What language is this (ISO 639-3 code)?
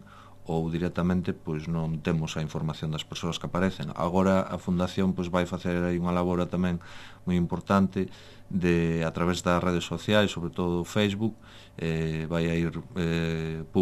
glg